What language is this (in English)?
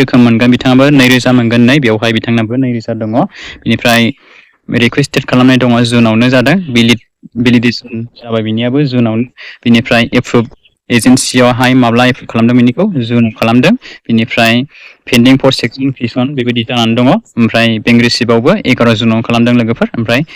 Bodo